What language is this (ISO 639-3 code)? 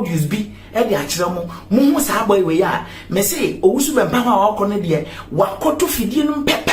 aka